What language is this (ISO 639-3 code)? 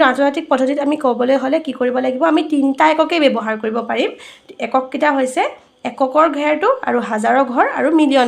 asm